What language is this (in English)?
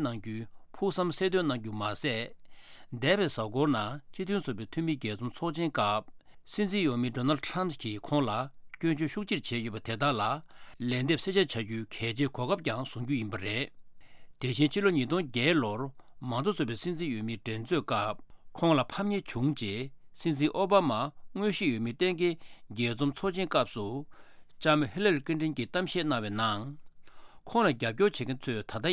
Tibetan